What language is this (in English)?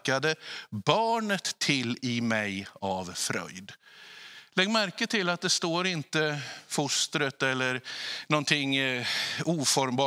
Swedish